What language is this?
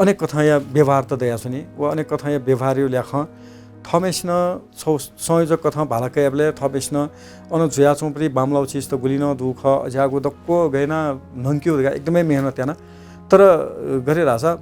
Newari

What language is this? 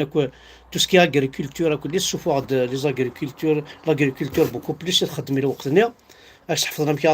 Kabyle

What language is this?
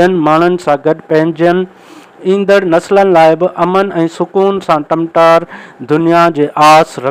Sindhi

